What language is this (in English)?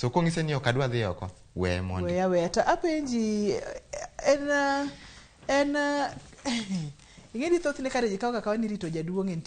Luo (Kenya and Tanzania)